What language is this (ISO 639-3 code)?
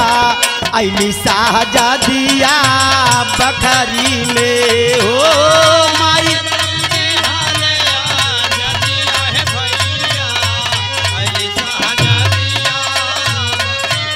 bho